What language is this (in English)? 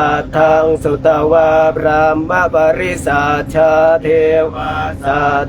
Pali